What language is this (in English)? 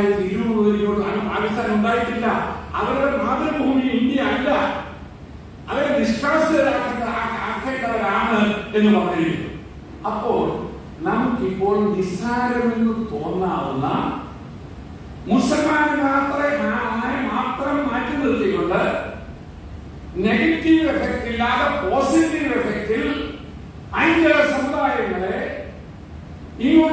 Malayalam